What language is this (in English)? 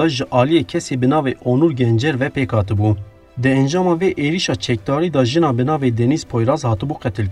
Kurdish